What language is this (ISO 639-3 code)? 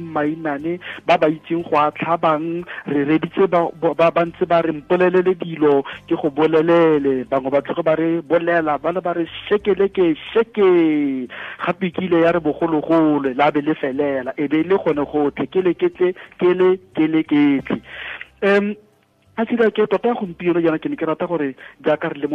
tsn